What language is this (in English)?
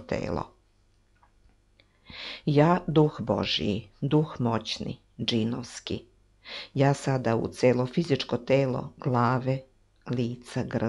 Serbian